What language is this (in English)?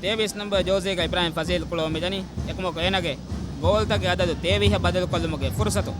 Divehi